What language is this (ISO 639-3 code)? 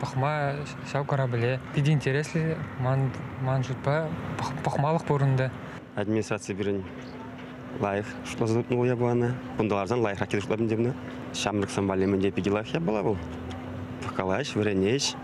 chv